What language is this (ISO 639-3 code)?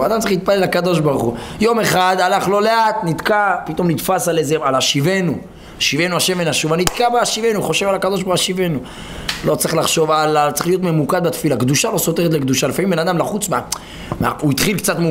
heb